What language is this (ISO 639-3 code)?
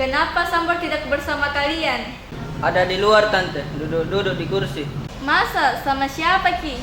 mfp